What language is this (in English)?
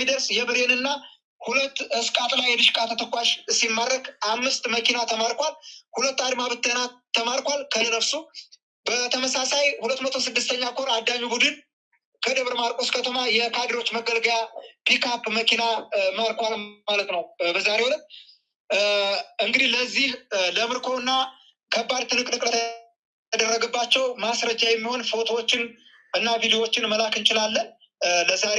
Amharic